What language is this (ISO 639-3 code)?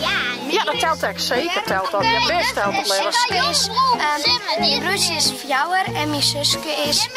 fry